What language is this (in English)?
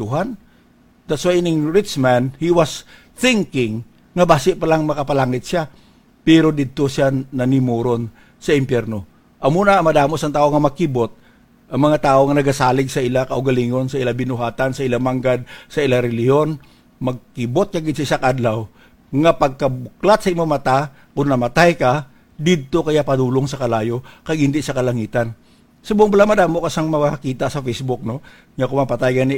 Hiligaynon